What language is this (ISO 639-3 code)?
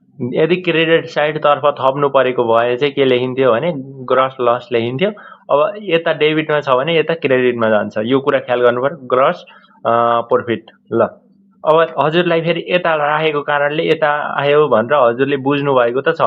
nep